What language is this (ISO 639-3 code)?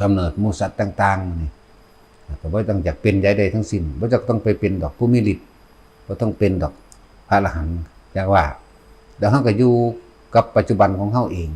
tts